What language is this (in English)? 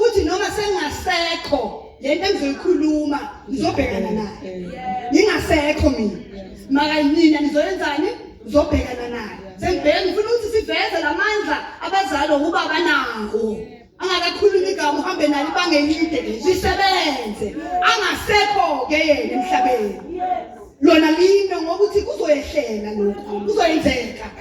Zulu